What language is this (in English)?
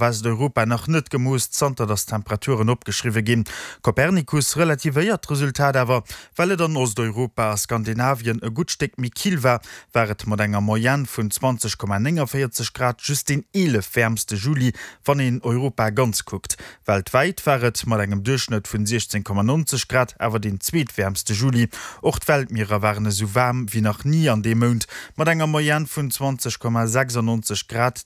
Luxembourgish